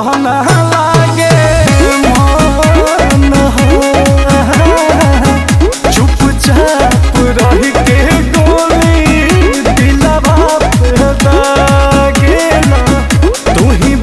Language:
Bhojpuri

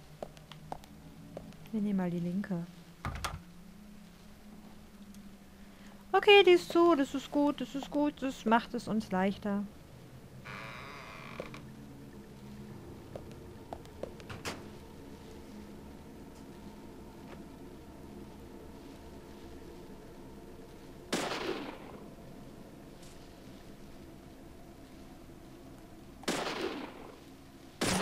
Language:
German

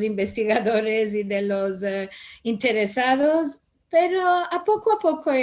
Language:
Ladino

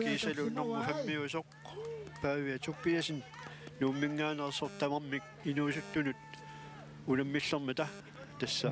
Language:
Kalaallisut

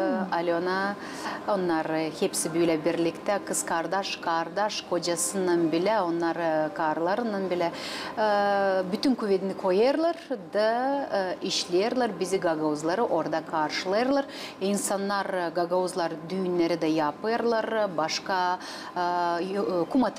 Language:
Gagauz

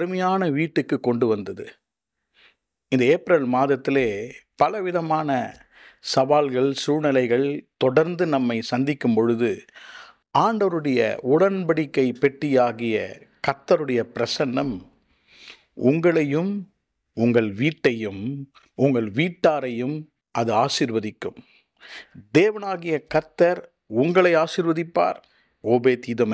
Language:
Tamil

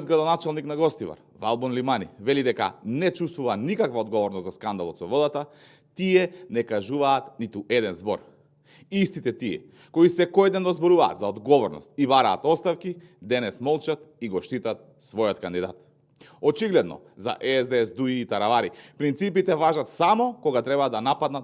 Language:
Macedonian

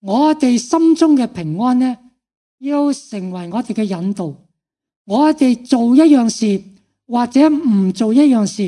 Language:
Cantonese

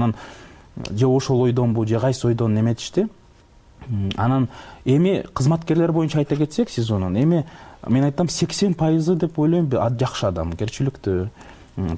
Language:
Kyrgyz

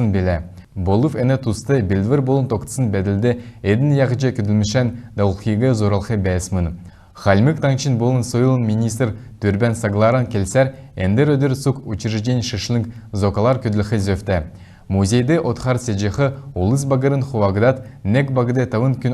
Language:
Kalmyk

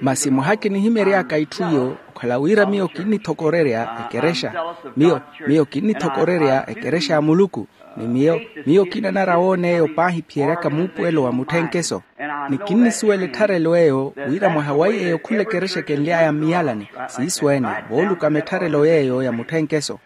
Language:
Makhuwa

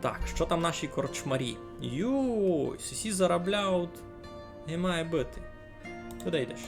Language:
Rusyn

